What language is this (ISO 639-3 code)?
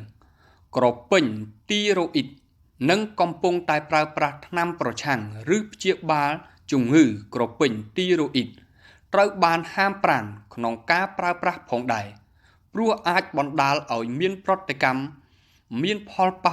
khm